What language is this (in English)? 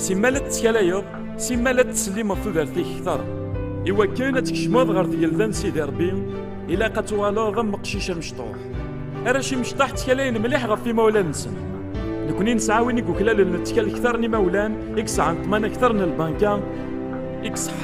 Kabyle